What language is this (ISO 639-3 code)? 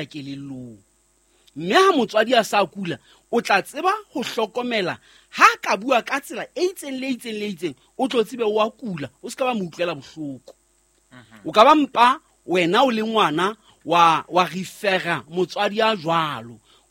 sot